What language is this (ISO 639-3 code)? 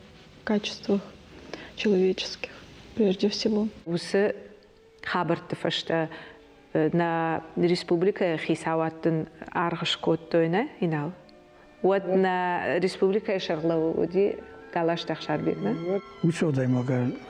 oss